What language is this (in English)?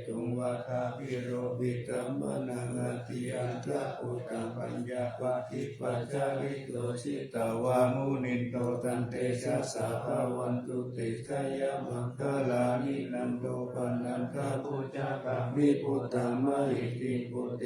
Pali